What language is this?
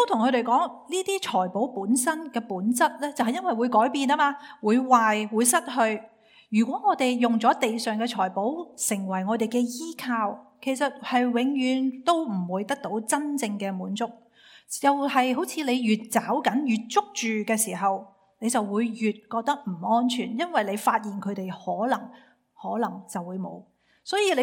Cantonese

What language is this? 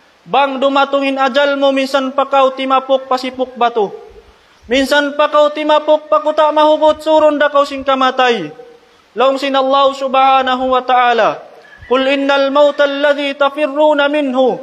Tausug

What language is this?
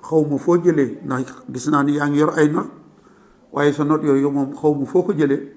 Wolof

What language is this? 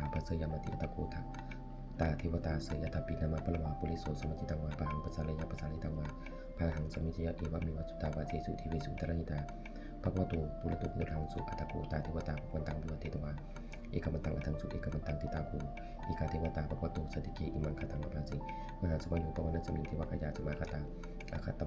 Pali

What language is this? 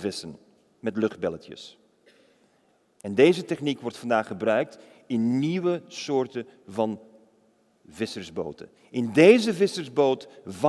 Dutch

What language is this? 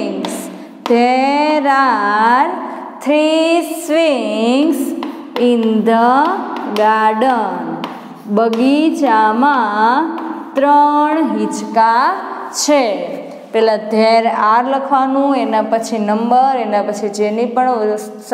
Gujarati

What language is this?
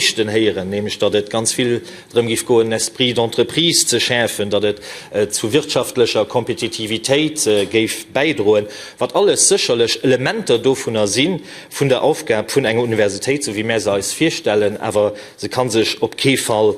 Luxembourgish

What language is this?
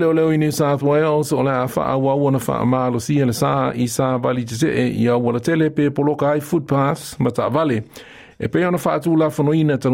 Samoan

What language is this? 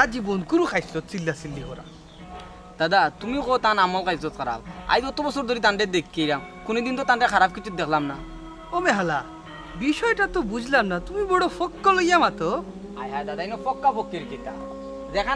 Sylheti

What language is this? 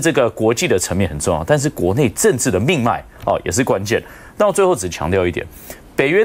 Chinese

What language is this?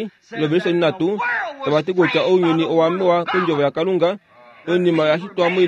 Kuanyama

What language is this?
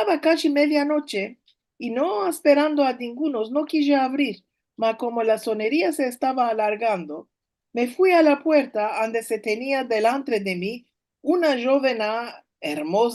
Ladino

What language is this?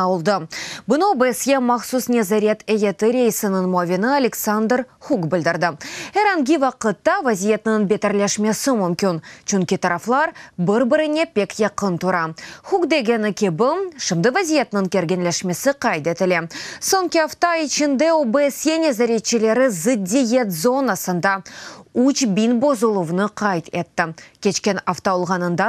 Crimean Tatar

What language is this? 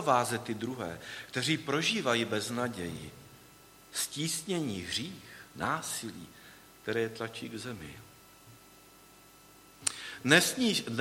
Czech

